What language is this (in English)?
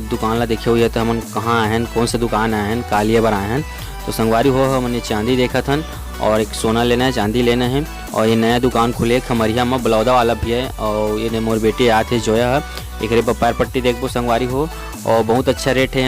Chhattisgarhi